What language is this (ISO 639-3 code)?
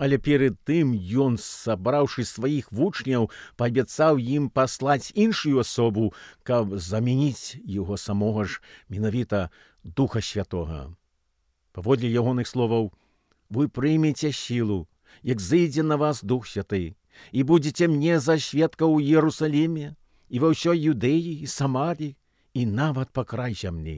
bel